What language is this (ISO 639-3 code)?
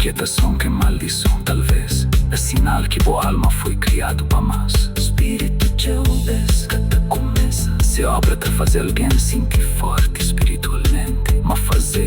kea